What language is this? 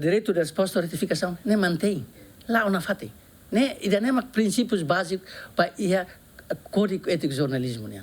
Tetum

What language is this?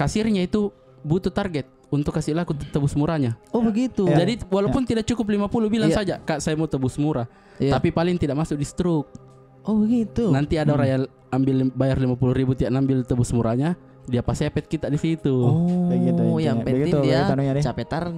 Makassar Malay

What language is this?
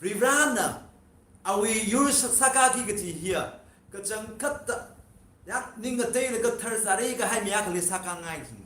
Tangkhul Naga (India)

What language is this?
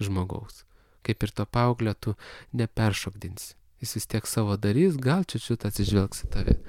Lithuanian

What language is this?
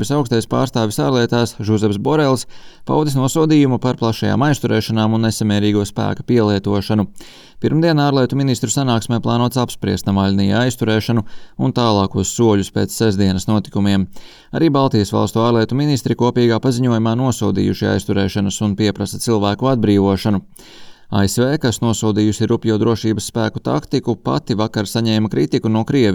Latvian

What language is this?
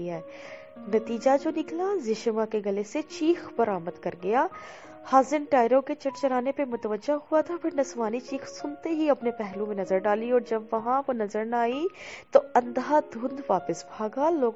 Urdu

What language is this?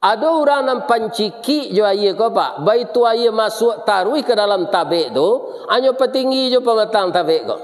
Minangkabau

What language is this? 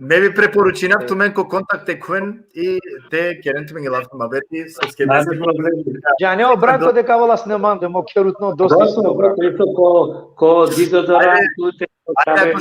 Balkan Romani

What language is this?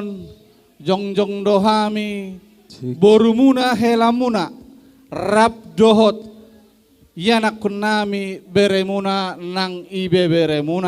Batak Toba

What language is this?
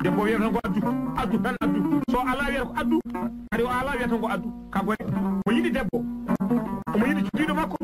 Fula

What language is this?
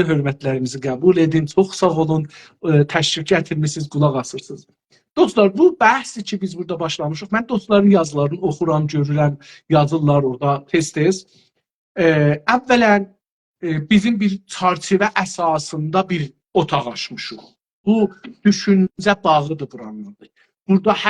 South Azerbaijani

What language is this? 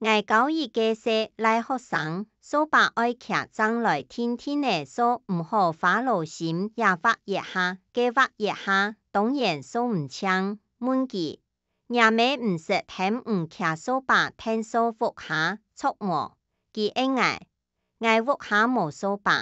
Hakka Chinese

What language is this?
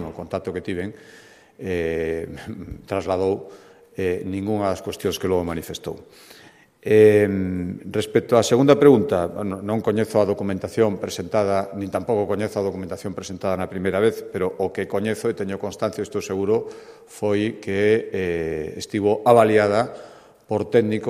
Galician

